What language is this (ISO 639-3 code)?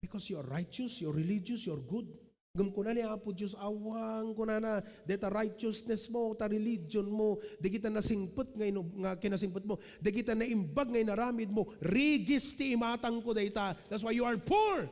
ilo